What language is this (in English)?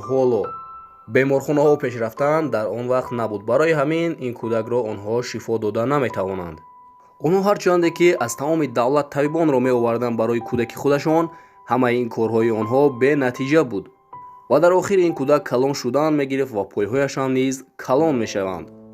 Tajik